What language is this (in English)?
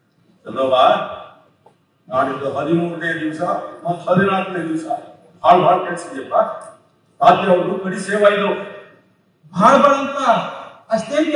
Kannada